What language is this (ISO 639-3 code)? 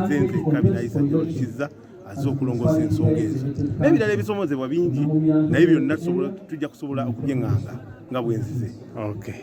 lug